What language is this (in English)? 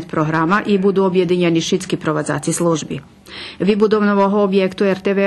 Rusyn